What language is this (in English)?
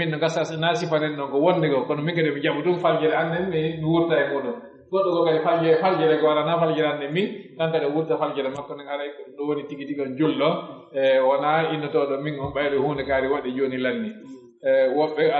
Pular